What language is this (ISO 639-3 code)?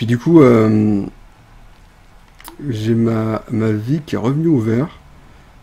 fra